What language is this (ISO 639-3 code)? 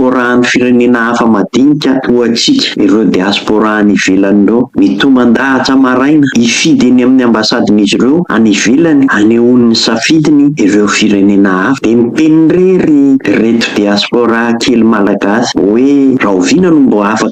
mlg